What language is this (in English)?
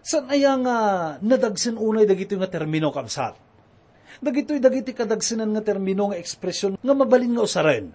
Iloko